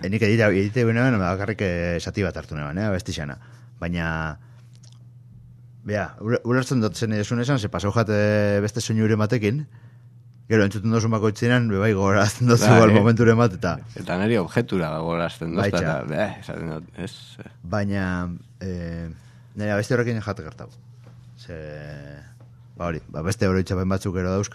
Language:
Basque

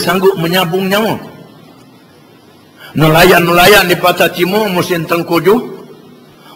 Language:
Malay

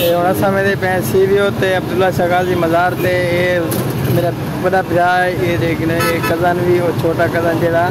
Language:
Saraiki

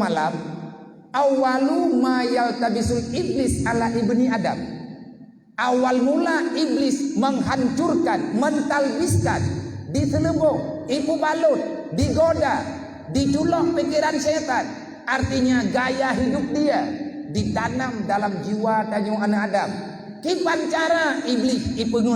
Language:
Achinese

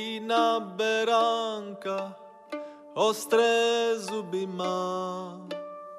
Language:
Czech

